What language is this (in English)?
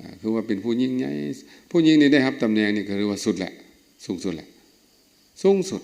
Lao